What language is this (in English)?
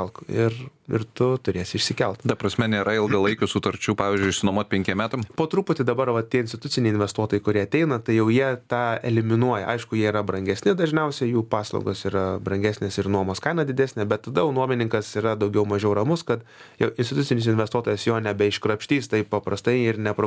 Lithuanian